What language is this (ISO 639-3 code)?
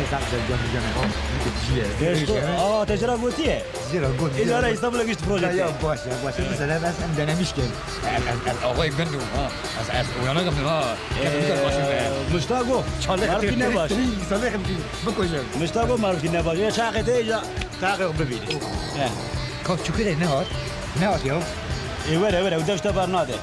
kur